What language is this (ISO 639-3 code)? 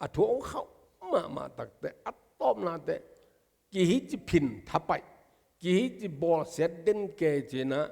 ctd